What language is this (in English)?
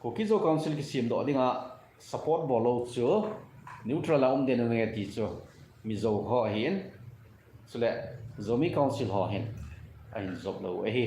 Thado Chin